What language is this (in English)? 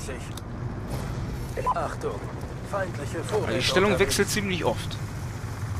German